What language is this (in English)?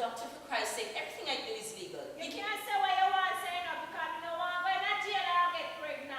Jamaican Creole English